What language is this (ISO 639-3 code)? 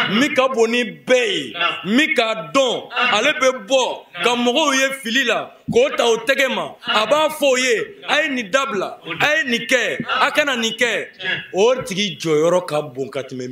bam